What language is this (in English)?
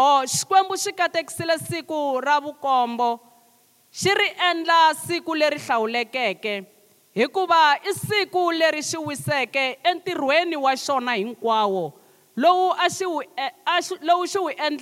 Tsonga